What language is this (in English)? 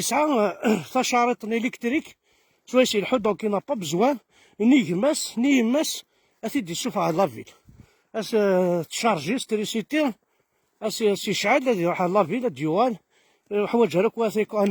Kabyle